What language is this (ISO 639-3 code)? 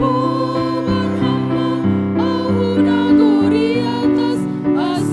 bts